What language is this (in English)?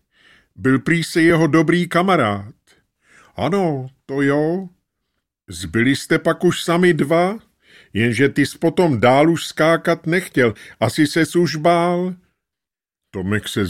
Czech